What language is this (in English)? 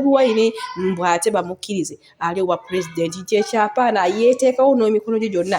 Ganda